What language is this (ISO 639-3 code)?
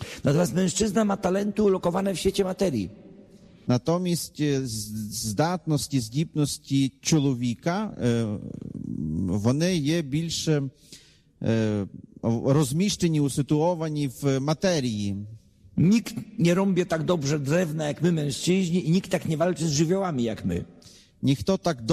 pol